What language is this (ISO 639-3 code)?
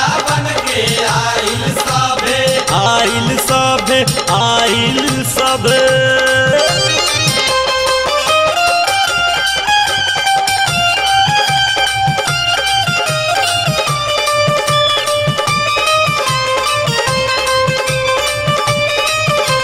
bho